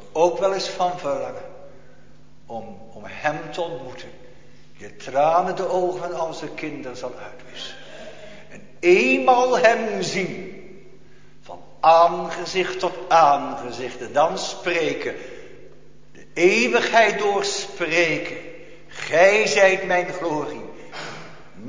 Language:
Dutch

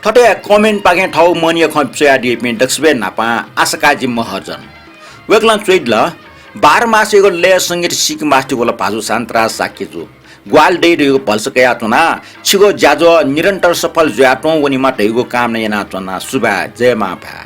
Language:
Newari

